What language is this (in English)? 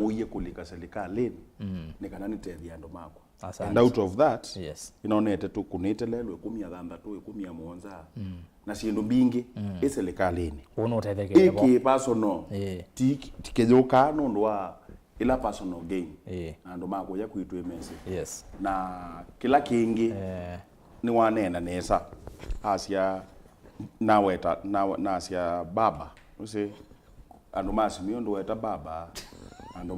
Kamba